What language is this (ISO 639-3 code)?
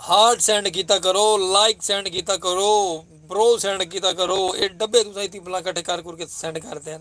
skr